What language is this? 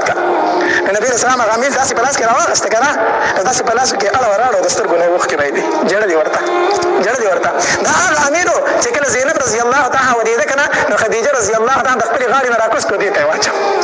Pashto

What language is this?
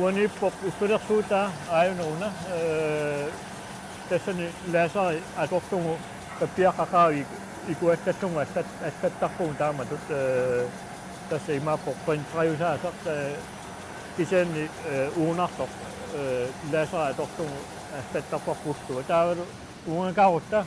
Kalaallisut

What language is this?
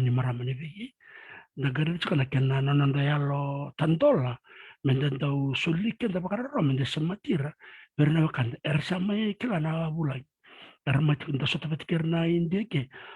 Fijian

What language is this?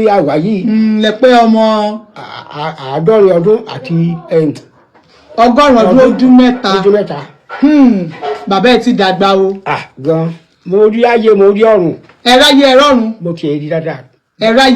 Yoruba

